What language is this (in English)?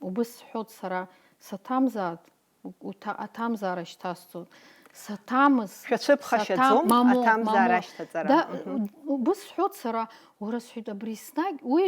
Abkhazian